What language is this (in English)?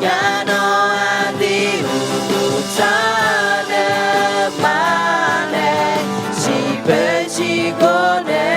Akha